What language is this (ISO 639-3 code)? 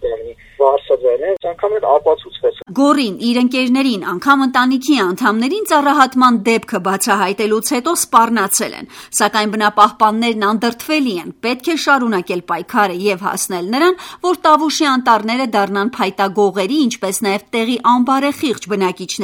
hye